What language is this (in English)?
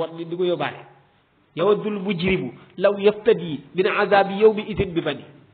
Wolof